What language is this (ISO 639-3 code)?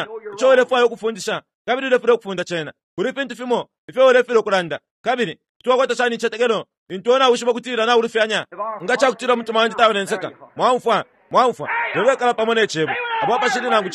bem